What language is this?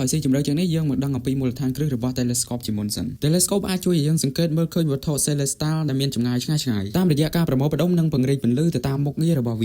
Khmer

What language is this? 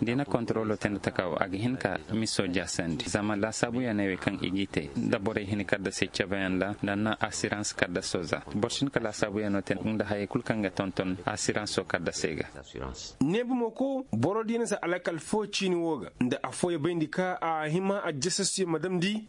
Koyraboro Senni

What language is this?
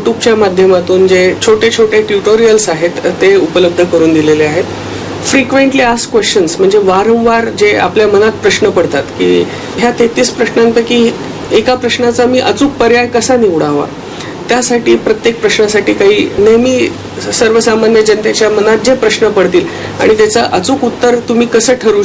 Marathi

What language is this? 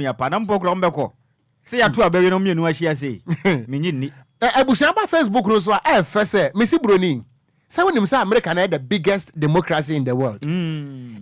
Akan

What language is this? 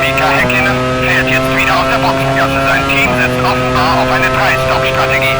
Bavarian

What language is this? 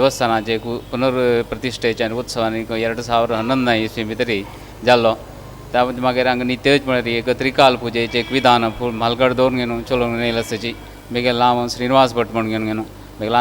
Konkani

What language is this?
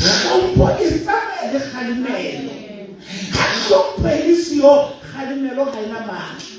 Southern Sotho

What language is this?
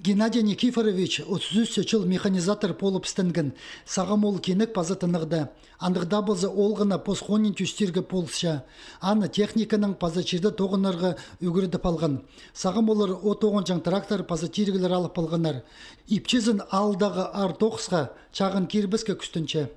Khakas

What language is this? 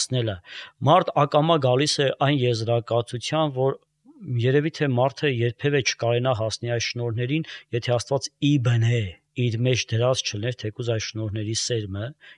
Armenian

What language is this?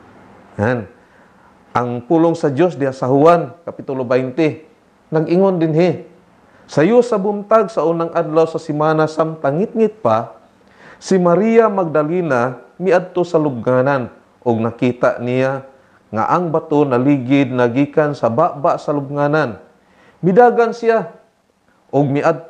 Cebuano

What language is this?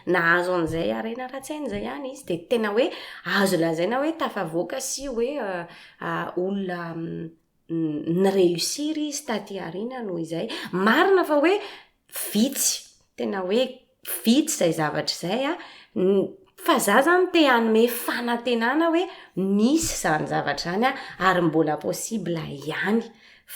Malagasy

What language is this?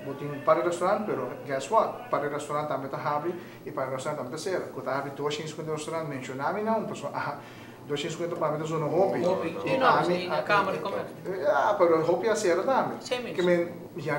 Papiamento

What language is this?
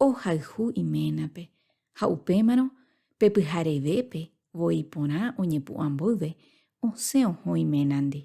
Guarani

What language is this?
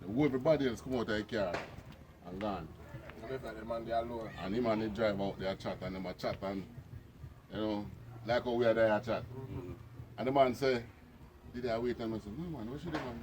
Jamaican Creole English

